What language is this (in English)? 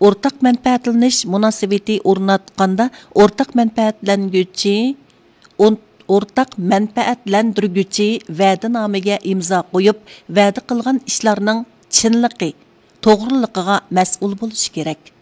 Uyghur